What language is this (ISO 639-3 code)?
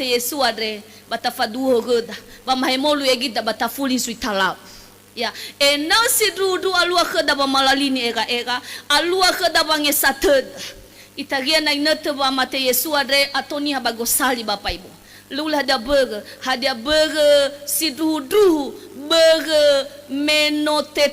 nia